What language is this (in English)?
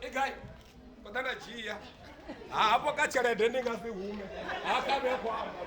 Venda